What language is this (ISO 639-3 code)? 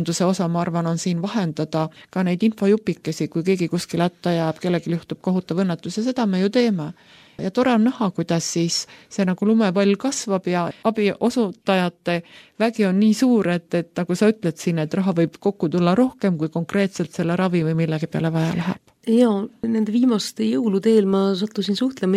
est